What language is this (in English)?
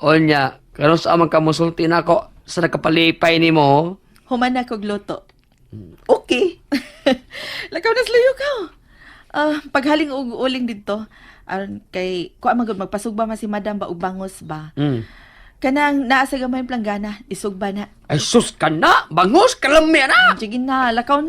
Cebuano